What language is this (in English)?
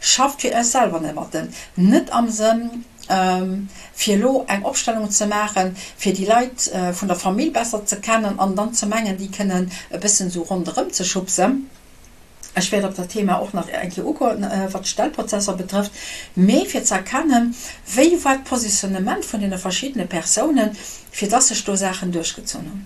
Luxembourgish